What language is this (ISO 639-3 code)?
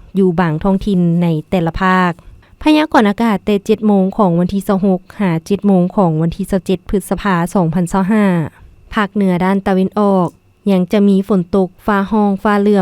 lao